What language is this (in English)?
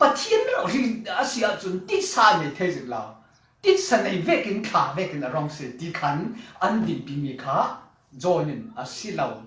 Falam Chin